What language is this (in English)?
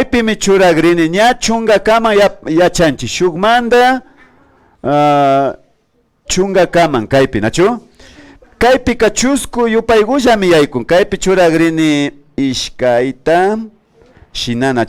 Imbabura Highland Quichua